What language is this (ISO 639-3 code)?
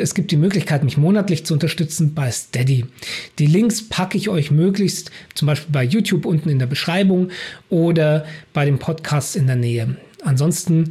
deu